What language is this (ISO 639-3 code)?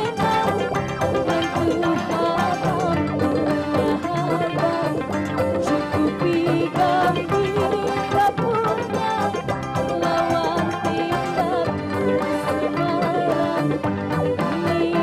bjn